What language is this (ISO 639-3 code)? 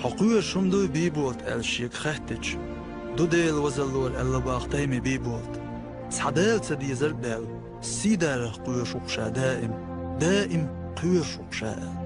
che